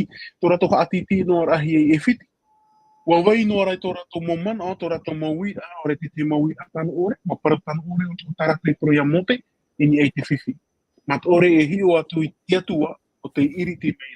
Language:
Tahitian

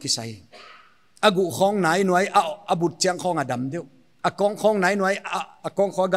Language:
Paite Chin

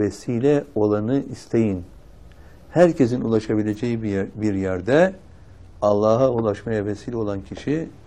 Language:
Turkish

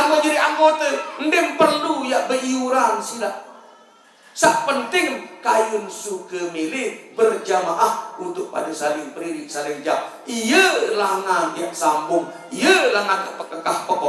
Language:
Sasak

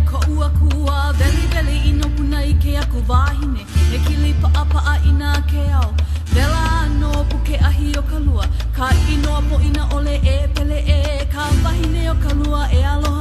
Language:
Hawaiian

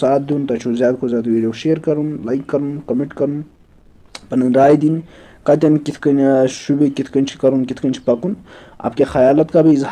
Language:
Kashmiri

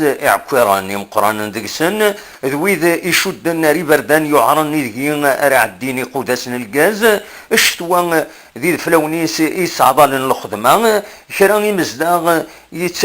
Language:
Kabyle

